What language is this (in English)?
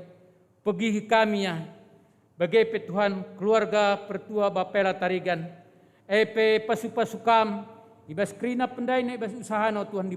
Batak Karo